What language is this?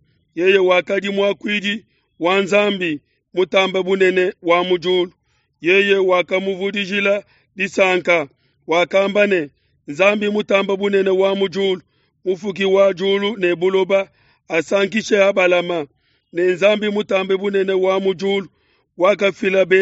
Luba-Lulua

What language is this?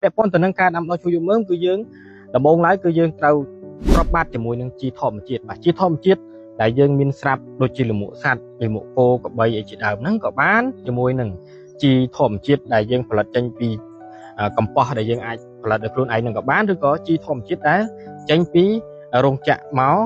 Khmer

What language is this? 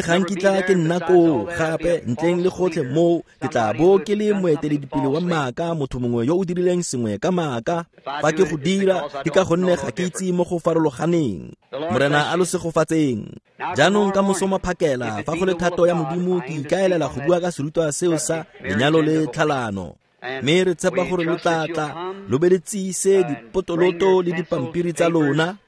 Tswana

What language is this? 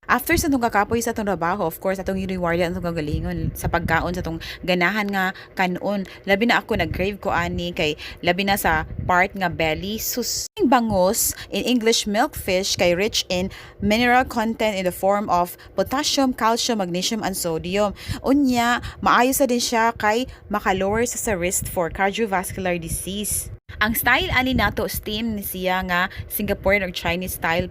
Cebuano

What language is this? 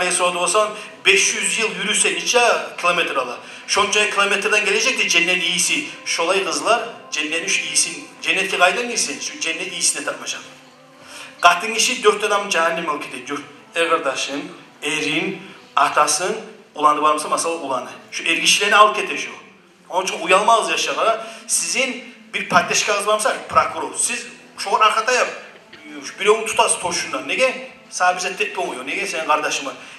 Kumyk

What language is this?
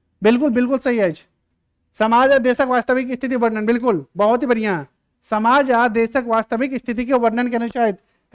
Maithili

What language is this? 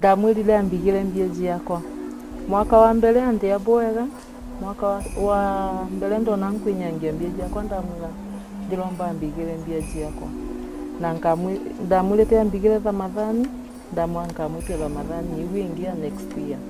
Meru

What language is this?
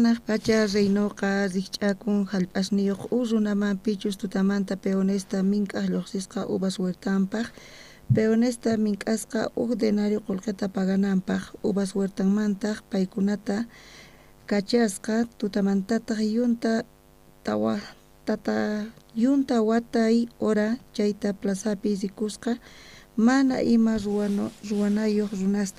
South Bolivian Quechua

